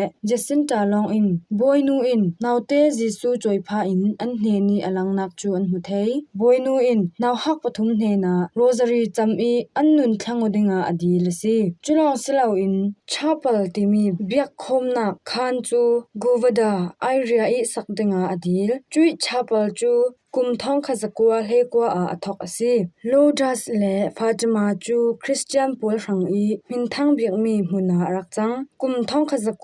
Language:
Falam Chin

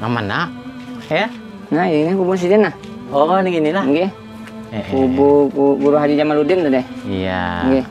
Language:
Banjar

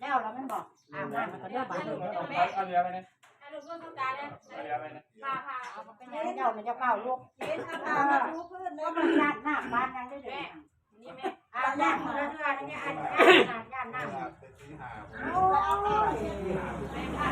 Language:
Northeastern Thai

